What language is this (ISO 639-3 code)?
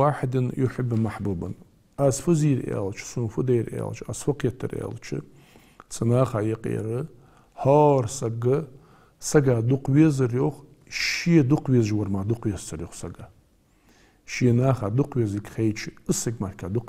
inh